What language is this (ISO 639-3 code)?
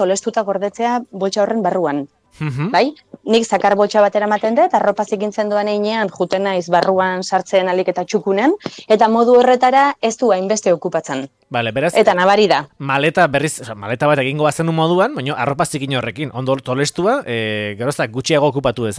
eus